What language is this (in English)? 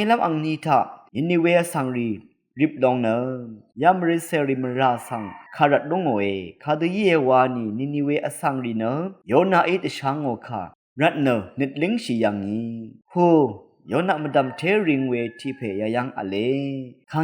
Rawang